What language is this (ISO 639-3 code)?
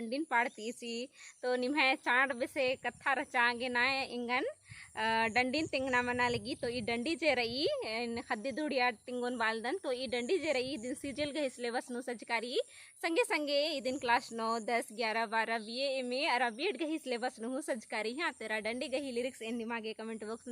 kru